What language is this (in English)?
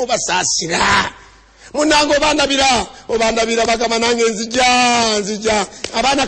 Ganda